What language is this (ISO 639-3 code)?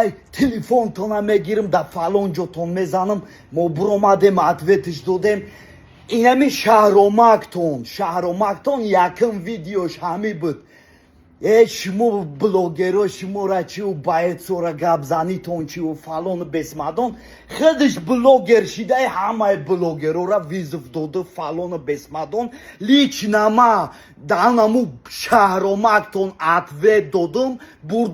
tgk